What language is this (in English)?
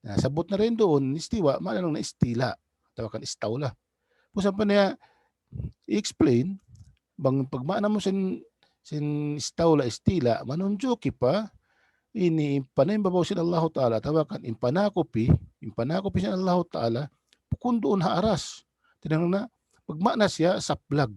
Tausug